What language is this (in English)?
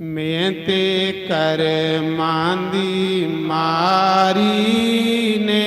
Dogri